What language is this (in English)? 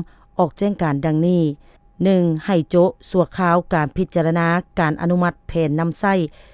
Lao